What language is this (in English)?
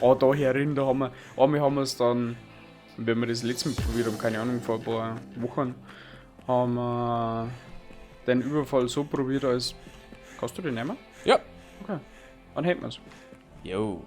Bavarian